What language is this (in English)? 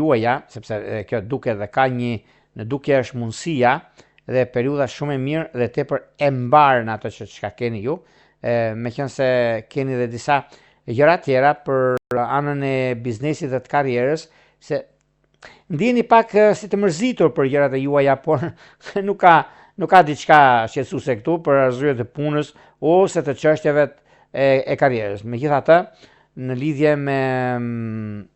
Albanian